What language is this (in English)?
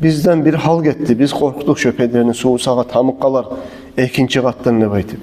Kumyk